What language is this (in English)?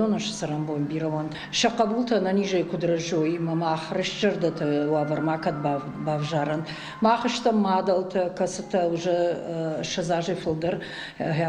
Ossetic